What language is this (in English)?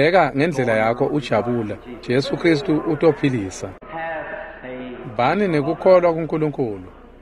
Swati